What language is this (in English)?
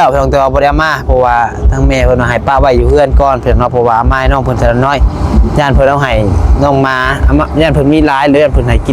Northeastern Thai